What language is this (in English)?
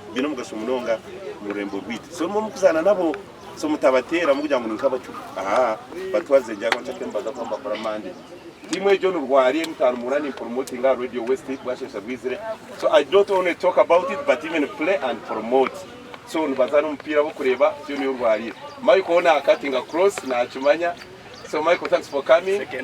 Nyankole